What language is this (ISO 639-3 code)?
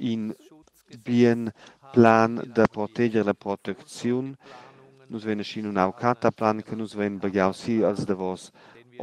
roh